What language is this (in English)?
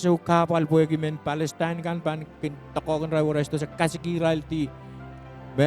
Pohnpeian